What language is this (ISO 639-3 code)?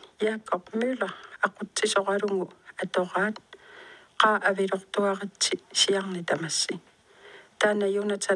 kal